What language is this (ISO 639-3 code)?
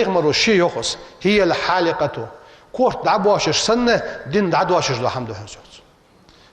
inh